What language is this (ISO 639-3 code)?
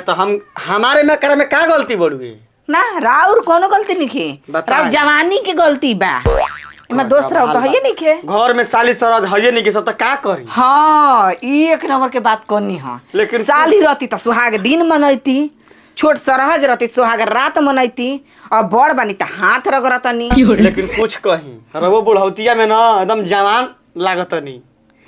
bho